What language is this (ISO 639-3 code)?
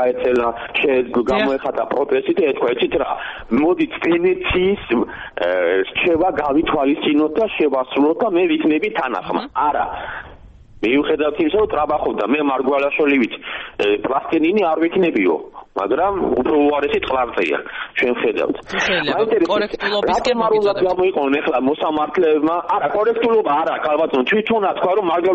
kat